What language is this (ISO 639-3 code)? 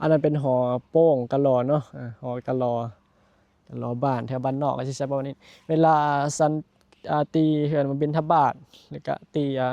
tts